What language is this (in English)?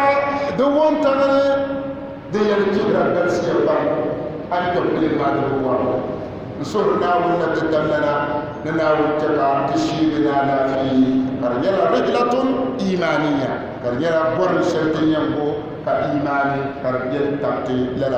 Dagbani